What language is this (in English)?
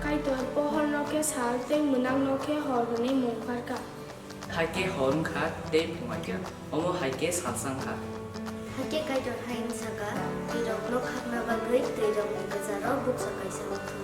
Kok Borok